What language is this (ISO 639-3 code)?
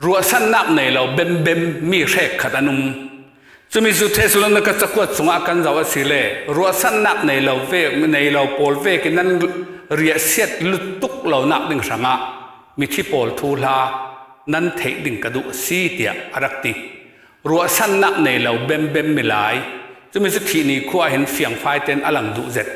cfm